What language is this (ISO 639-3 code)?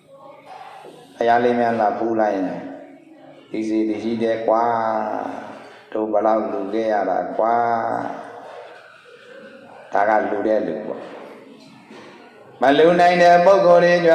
mya